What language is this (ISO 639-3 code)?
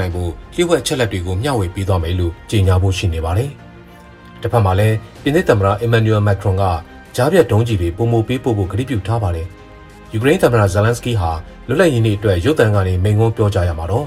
mya